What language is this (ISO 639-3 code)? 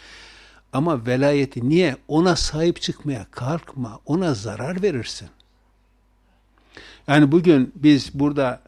tur